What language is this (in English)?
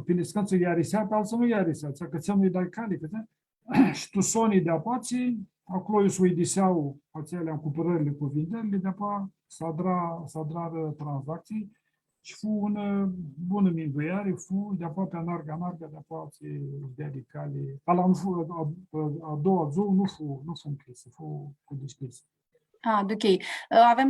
Aromanian